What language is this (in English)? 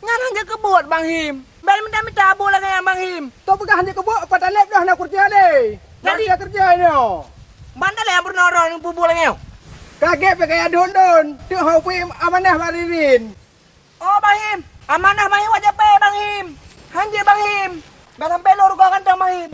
Achinese